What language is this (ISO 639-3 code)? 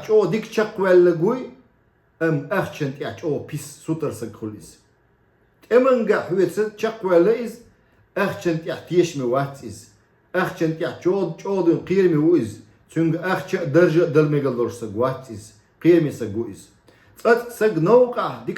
che